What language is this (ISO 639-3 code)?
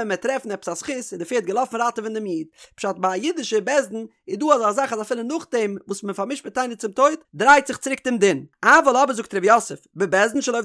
yid